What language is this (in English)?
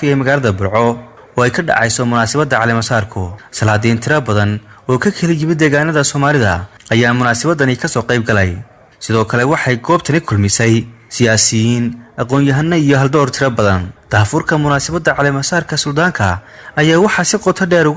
Somali